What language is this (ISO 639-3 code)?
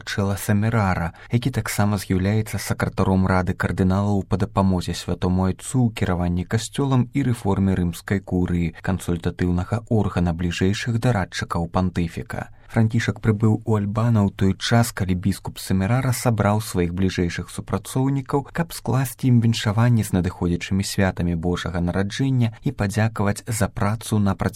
bel